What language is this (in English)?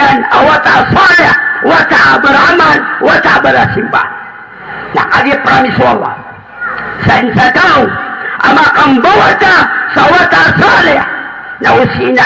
Maranao